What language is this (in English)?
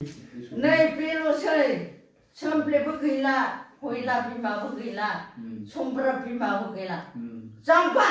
Bodo